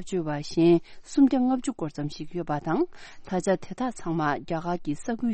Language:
Tibetan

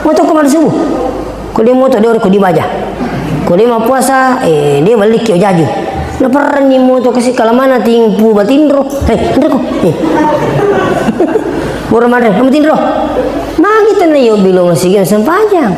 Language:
Buginese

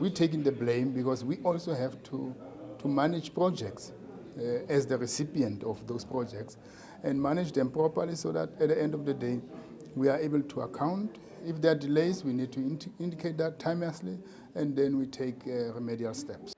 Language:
Zulu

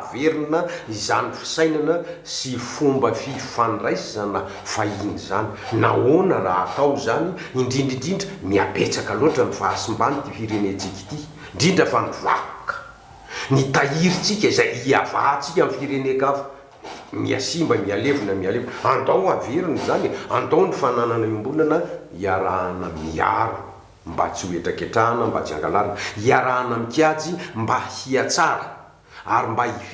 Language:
Malagasy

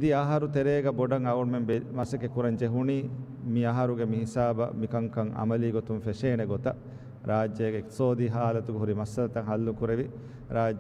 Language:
Divehi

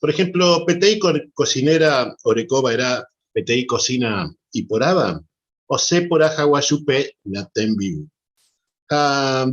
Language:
Guarani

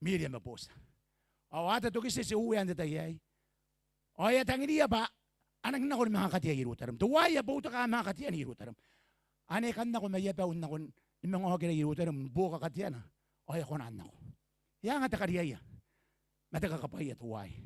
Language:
Gilbertese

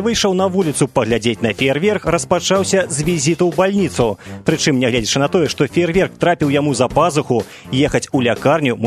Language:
Belarusian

